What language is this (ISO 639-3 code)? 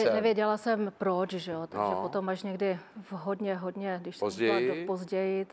ces